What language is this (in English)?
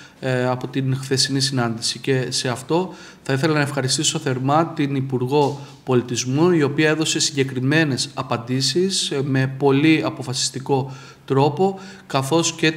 Greek